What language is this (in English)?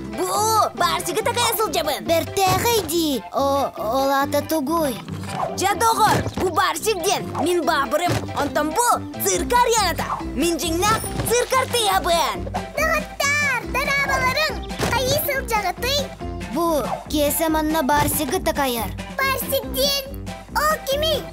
Yakut